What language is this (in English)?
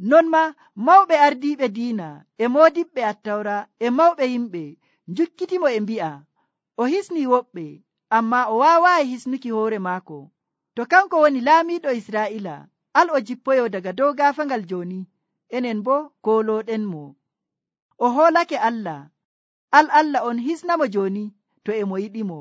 Nigerian Fulfulde